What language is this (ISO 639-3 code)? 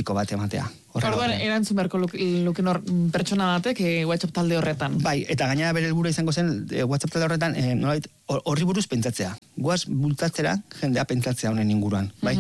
eus